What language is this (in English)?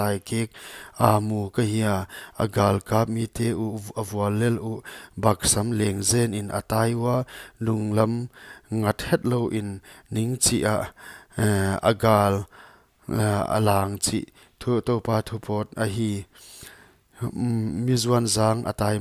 Paite Chin